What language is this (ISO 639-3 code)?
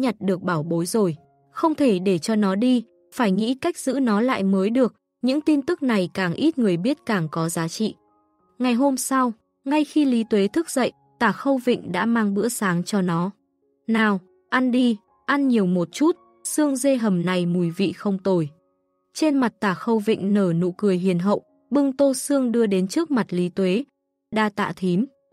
vie